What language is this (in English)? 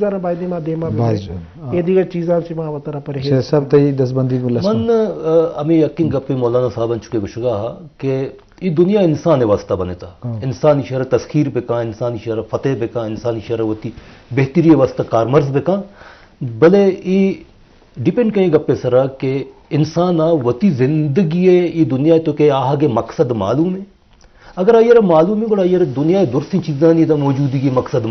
Eastern Balochi